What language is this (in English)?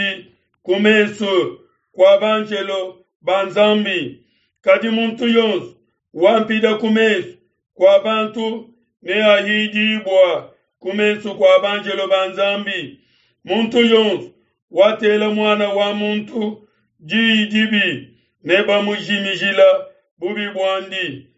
Luba-Lulua